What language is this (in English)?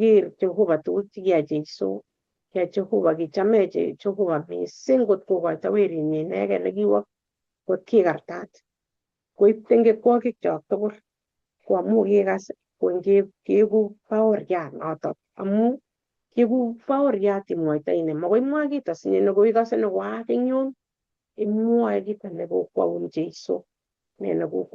Kalenjin